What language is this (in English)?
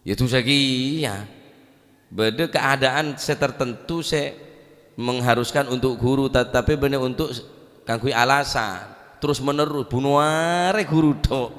Madurese